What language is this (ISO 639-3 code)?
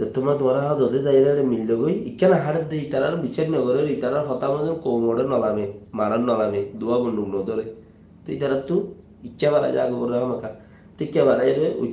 rhg